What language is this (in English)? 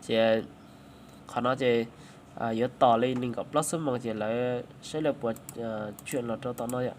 Hmong